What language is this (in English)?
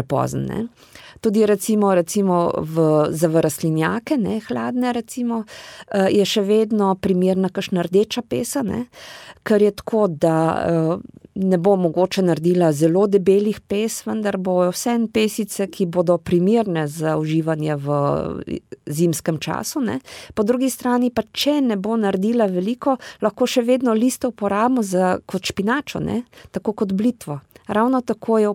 Slovenian